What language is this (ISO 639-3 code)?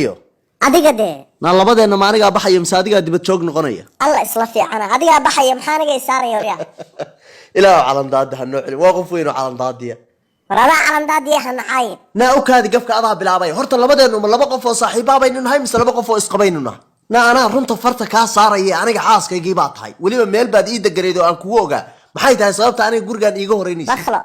som